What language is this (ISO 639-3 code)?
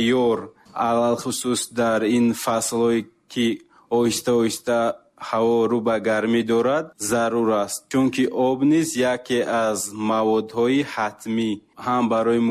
tgk